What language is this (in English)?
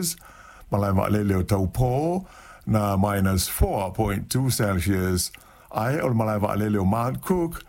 Samoan